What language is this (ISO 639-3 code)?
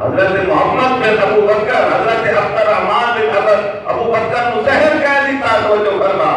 skr